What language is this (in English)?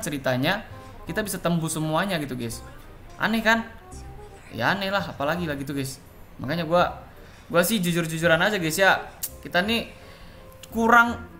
Indonesian